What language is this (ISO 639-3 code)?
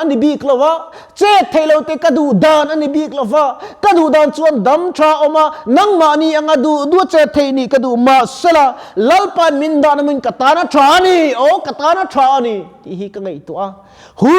lus